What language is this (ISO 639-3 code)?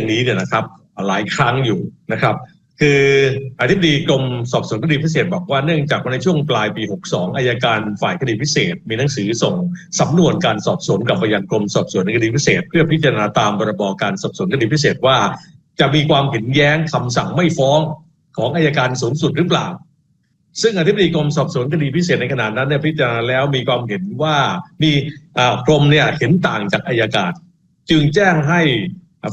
tha